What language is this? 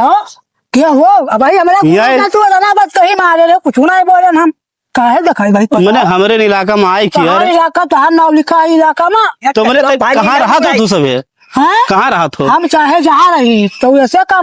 Awadhi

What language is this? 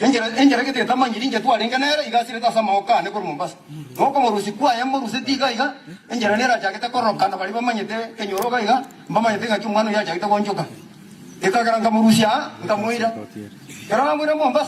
Gusii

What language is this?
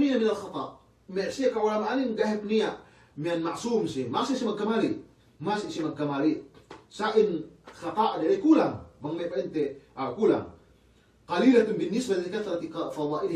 Yakan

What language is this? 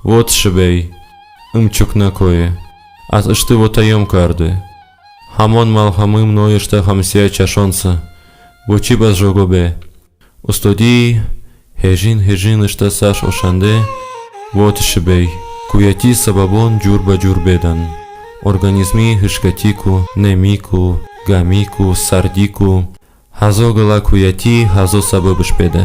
Talysh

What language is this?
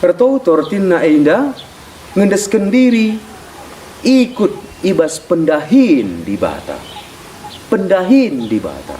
Batak Karo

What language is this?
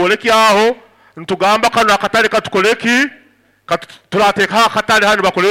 Nyoro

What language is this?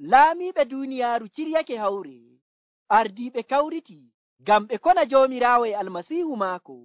Nigerian Fulfulde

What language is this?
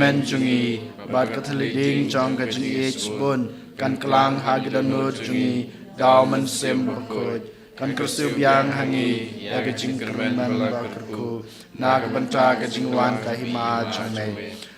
Khasi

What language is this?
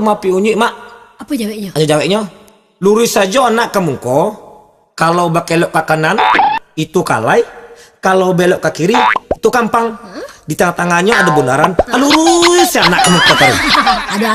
Minangkabau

